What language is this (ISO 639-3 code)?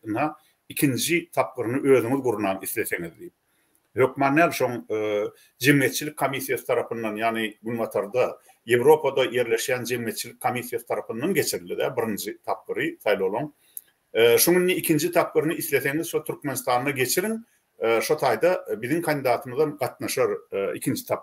tuk